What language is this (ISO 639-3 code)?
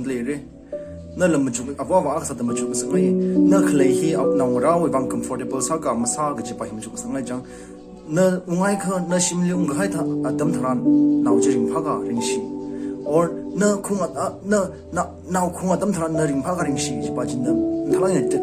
nmf